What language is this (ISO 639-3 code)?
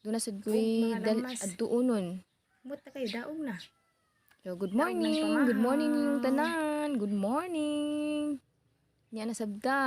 ceb